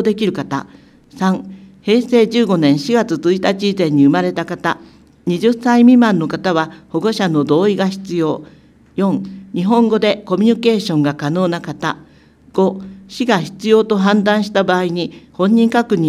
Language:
Japanese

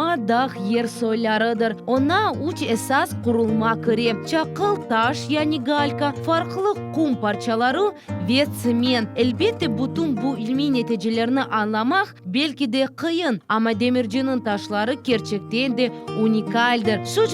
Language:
Crimean Tatar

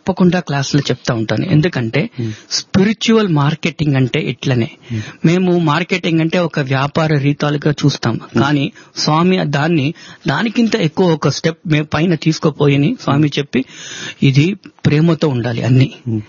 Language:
Telugu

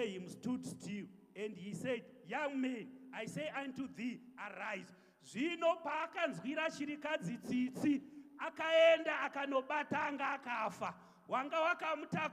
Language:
Shona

